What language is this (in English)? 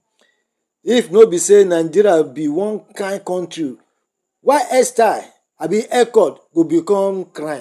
Nigerian Pidgin